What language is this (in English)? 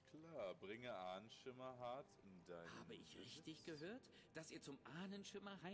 German